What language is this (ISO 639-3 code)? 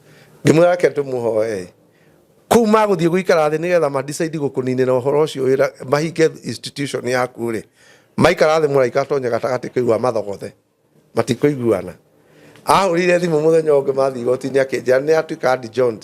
kik